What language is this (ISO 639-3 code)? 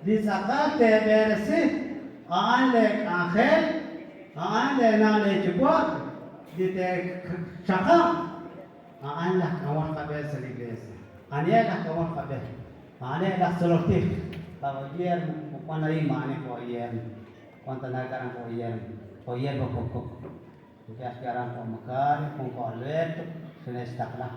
kek